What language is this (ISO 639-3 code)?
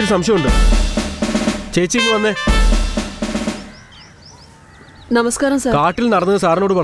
mal